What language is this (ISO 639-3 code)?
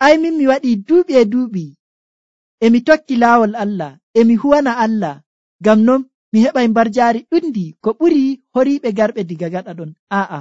fuv